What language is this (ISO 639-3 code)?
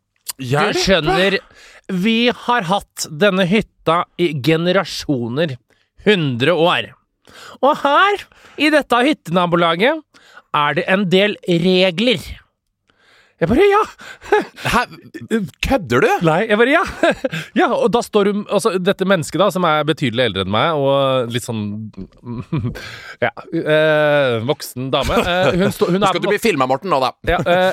nor